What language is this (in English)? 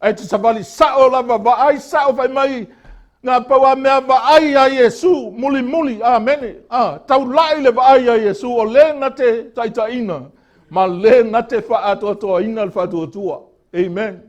Samoan